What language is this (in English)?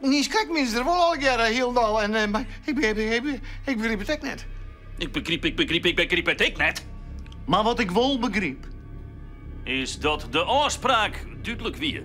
Western Frisian